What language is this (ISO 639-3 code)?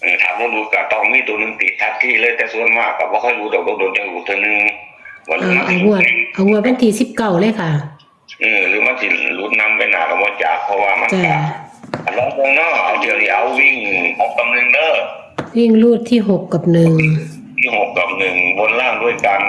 tts